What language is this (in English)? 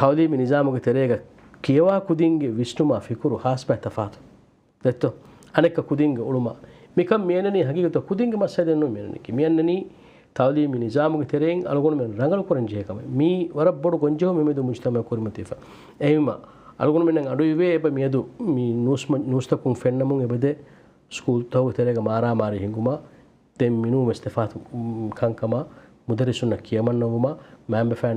Divehi